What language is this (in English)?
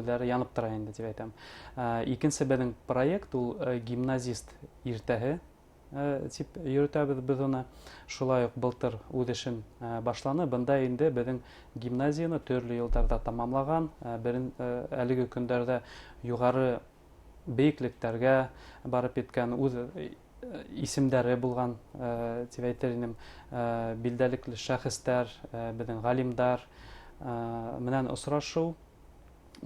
Bashkir